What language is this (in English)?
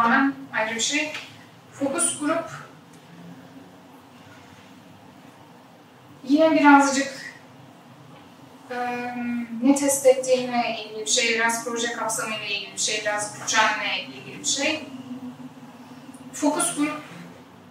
Turkish